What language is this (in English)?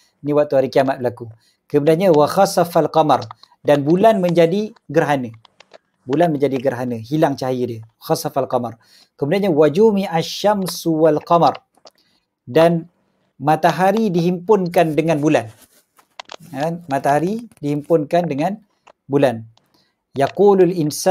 Malay